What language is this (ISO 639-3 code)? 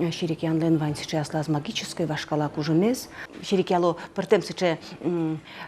udm